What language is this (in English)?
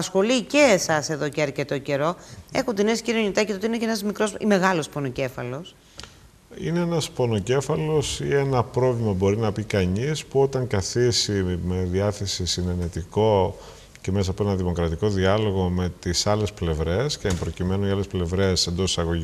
Greek